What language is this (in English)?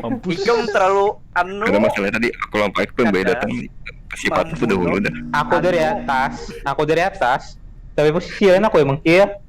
Banjar